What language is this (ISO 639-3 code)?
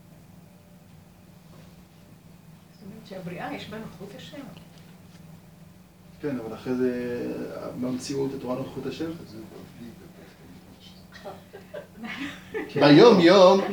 heb